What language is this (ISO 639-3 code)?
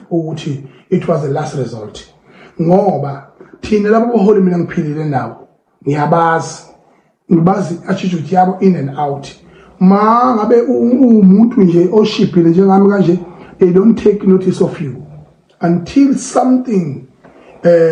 zul